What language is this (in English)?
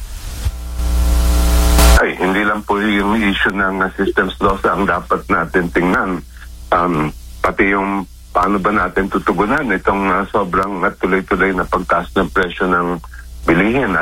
Filipino